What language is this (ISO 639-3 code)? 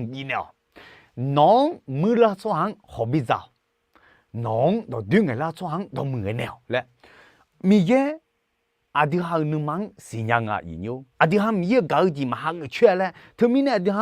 ahk